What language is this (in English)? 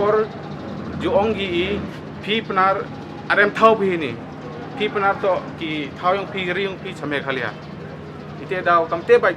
Pnar